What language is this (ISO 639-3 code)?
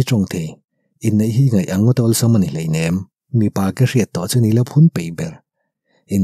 lus